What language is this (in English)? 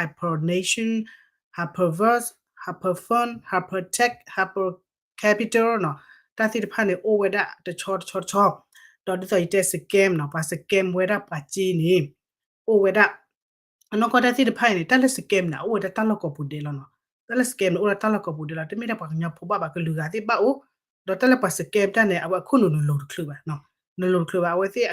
S'gaw Karen